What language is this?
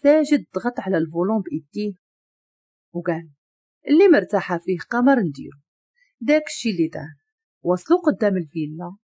Moroccan Arabic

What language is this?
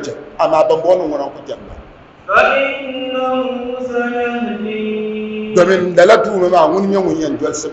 Dagbani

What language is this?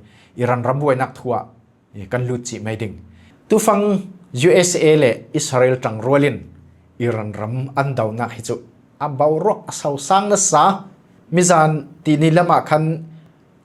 Falam Chin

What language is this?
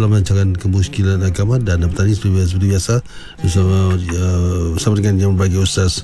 Malay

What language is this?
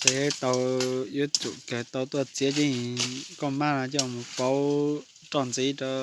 Hmong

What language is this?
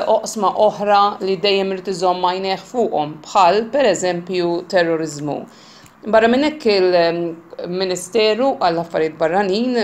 Maltese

